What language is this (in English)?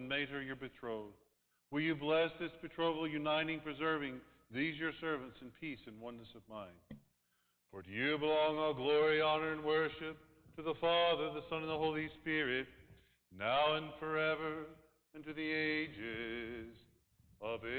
English